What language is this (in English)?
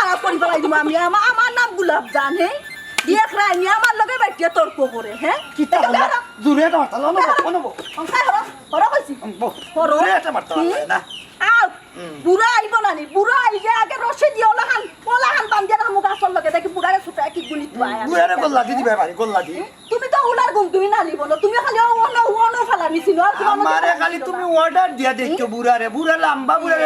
Sylheti